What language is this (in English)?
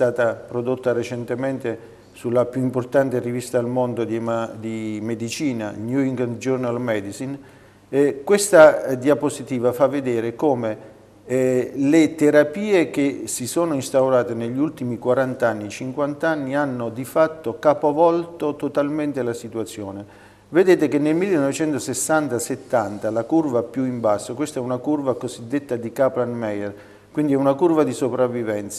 Italian